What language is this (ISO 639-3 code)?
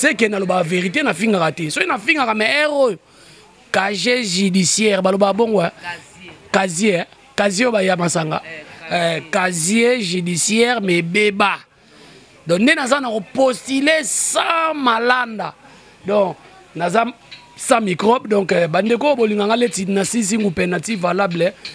lin